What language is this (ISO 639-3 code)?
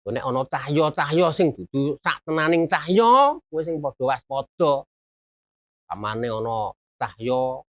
jav